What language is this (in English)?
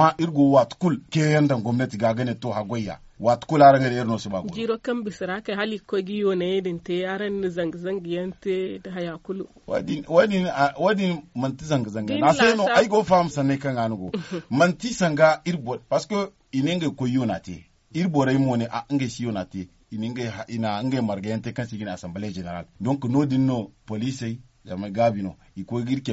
Zarma